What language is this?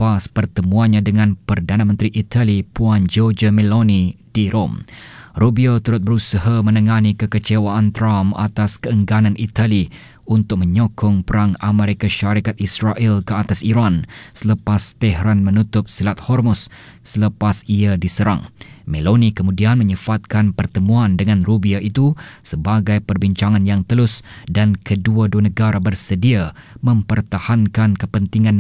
Malay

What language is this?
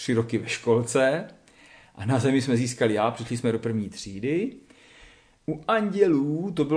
Czech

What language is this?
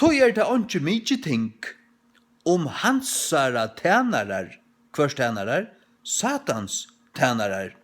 Faroese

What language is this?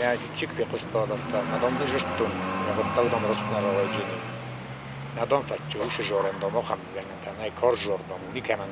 Ossetic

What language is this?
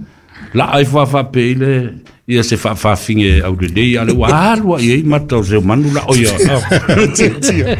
Samoan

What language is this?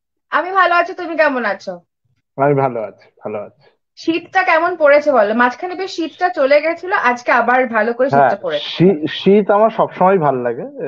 Bangla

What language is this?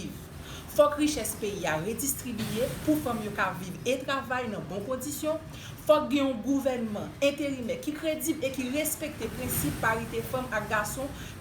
Haitian Creole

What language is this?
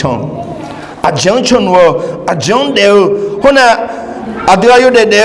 Akha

